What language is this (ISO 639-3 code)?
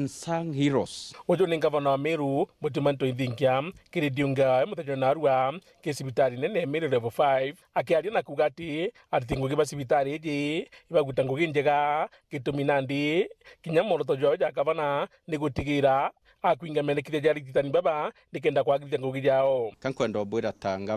mer